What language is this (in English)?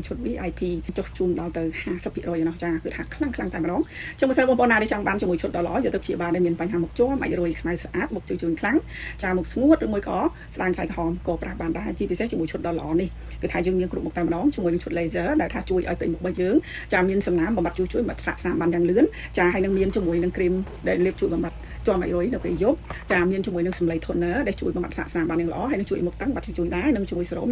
Khmer